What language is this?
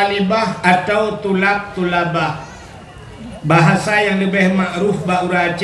Achinese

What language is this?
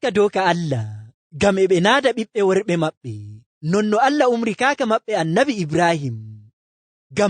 Fula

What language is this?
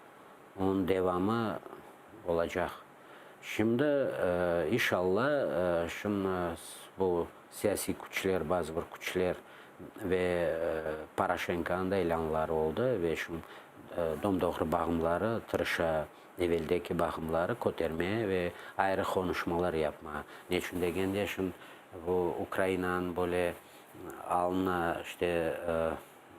Crimean Tatar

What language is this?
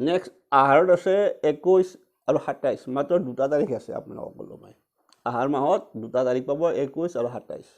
Assamese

